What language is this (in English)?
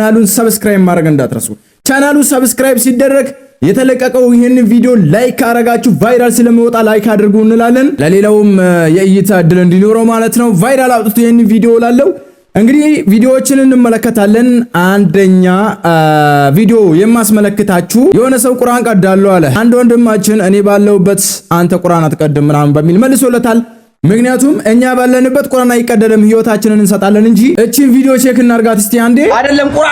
Amharic